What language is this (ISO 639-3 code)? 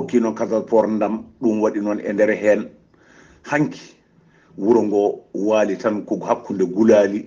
ful